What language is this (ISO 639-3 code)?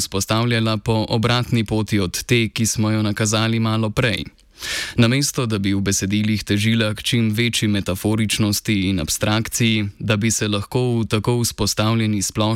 slv